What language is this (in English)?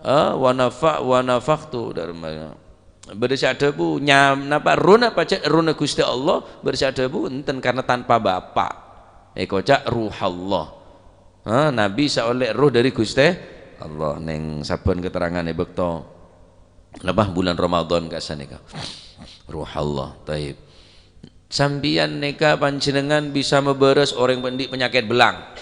Madurese